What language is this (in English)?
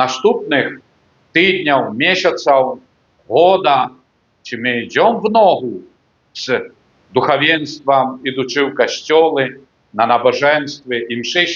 Belarusian